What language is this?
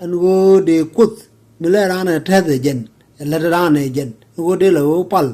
Nuer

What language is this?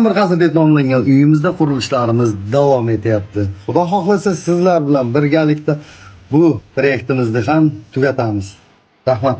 Uzbek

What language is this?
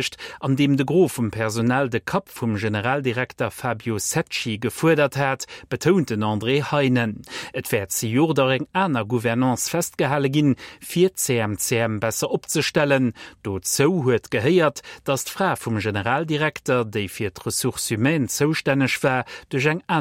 Luxembourgish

